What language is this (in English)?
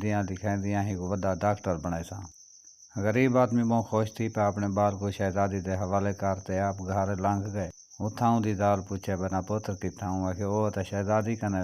Saraiki